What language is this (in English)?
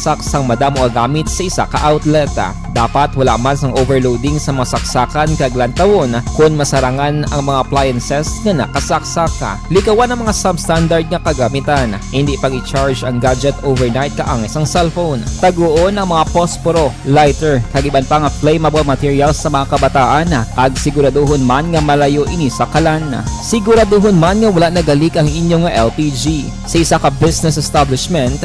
Hiligaynon